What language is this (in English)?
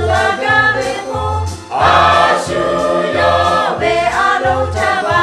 Lahu